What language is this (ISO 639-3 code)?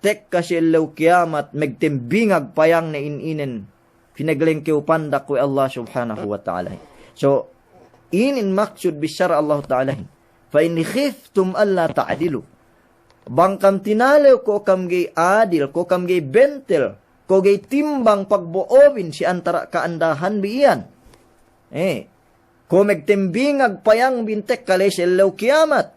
yka